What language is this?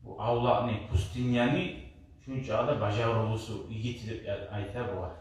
Kumyk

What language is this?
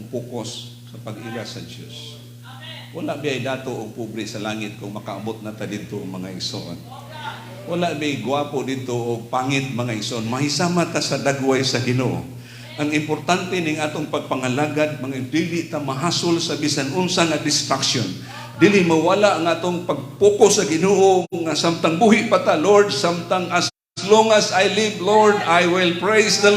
Cebuano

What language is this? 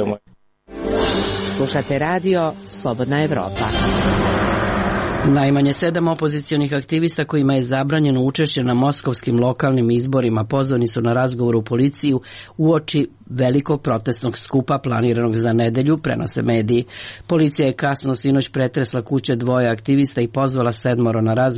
Serbian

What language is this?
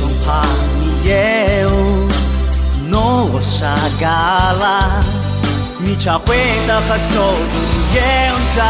Akha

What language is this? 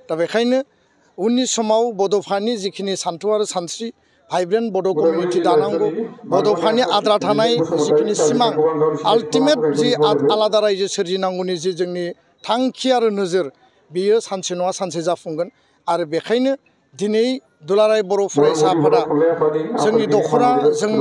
Bodo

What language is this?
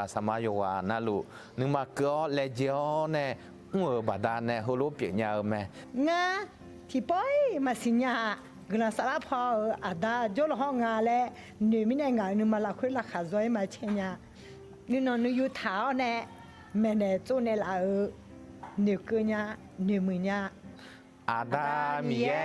Akha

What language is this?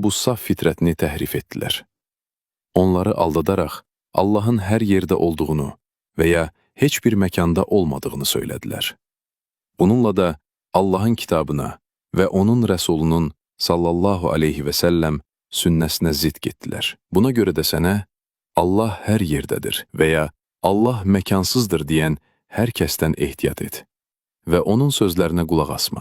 Azerbaijani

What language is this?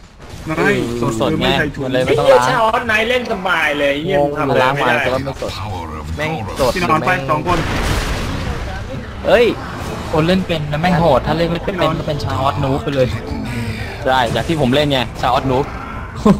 Thai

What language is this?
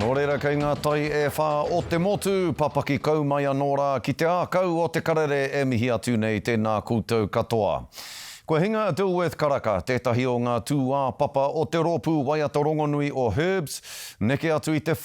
Māori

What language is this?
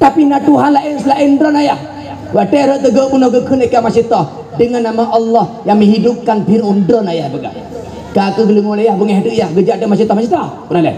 Achinese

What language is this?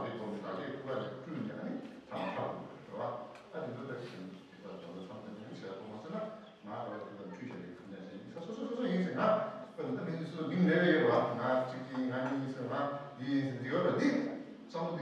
Tibetan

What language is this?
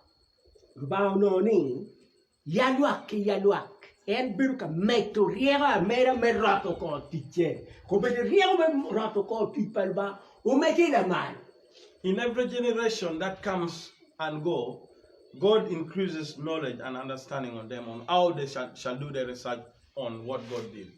Acoli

